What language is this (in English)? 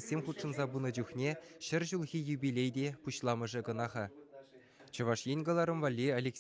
Chuvash